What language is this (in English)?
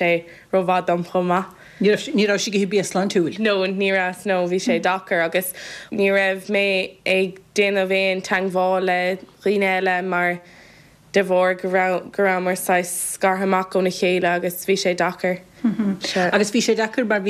Irish